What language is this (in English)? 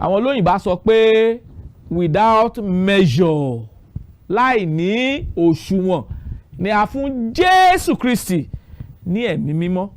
Yoruba